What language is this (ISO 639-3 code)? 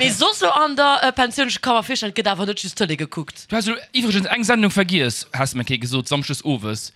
ltz